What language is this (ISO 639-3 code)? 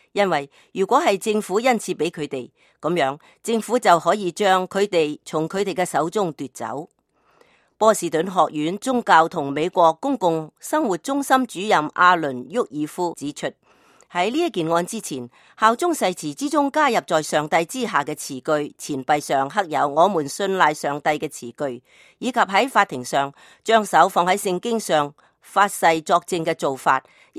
yue